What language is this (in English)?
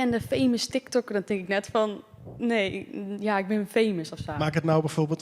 Western Frisian